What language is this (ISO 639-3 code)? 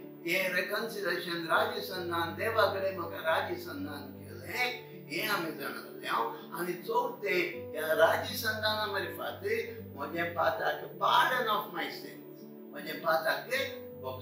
kok